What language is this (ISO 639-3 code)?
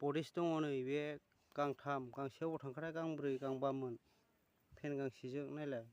brx